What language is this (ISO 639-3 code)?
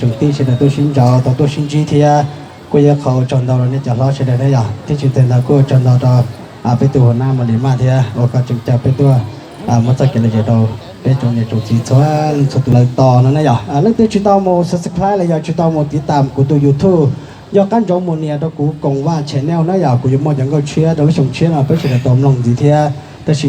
hmn